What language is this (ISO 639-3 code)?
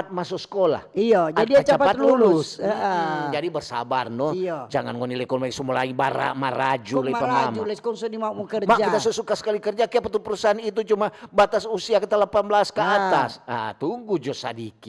xmm